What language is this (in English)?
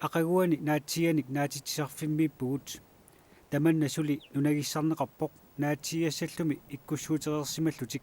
Kalaallisut